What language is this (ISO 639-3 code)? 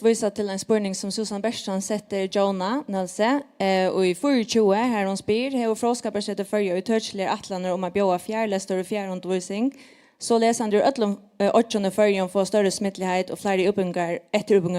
fao